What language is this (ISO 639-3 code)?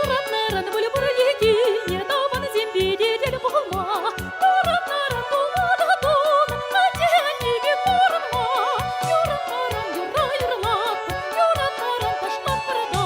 chv